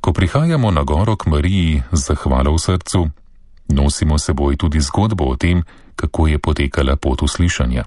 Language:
Slovenian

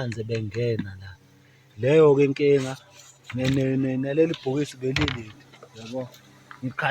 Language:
Zulu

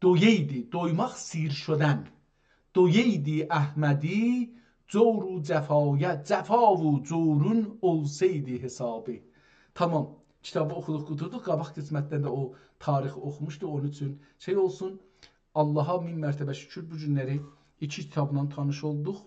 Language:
South Azerbaijani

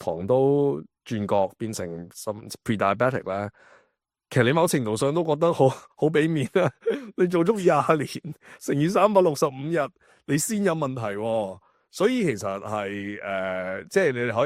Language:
Cantonese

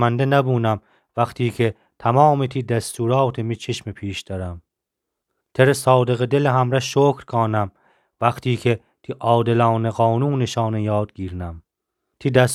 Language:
Gilaki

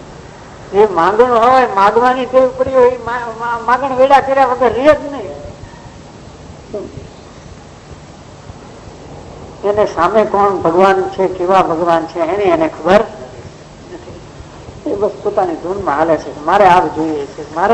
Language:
Gujarati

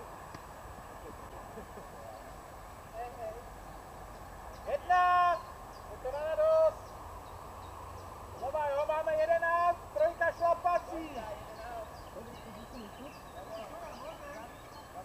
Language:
Czech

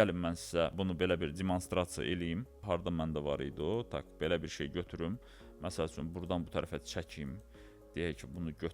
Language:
Azerbaijani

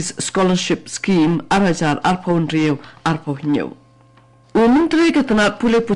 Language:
Khasi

